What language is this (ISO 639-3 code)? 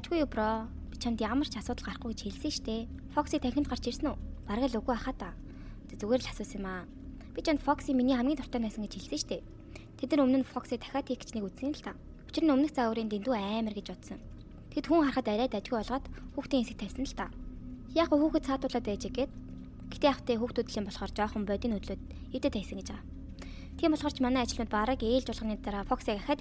mon